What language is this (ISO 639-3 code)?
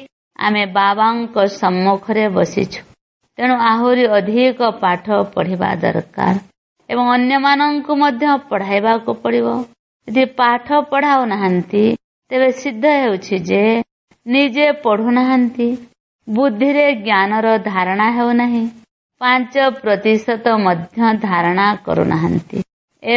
ori